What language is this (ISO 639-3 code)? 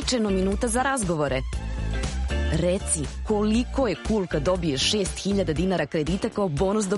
srp